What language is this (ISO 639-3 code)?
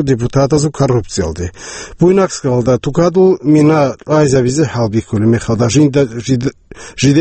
ava